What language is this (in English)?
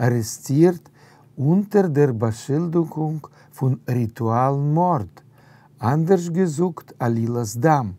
Yiddish